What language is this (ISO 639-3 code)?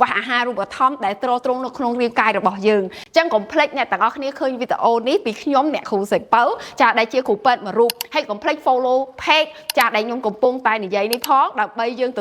khm